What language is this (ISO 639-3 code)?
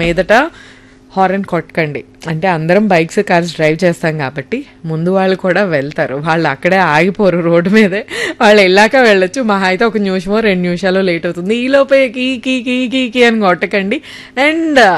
tel